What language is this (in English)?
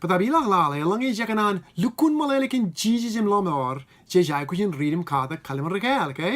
Marshallese